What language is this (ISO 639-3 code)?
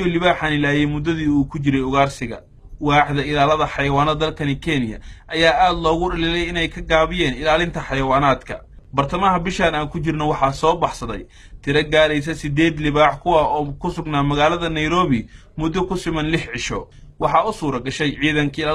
som